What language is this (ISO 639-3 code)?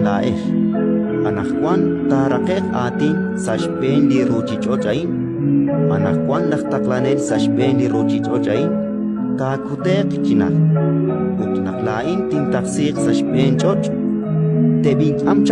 kek